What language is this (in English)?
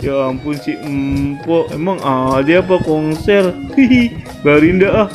Betawi